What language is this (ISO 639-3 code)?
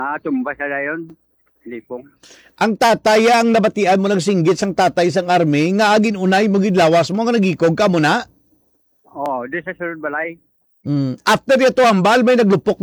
hil